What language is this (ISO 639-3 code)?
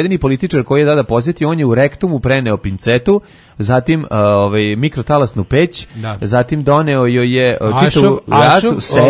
srp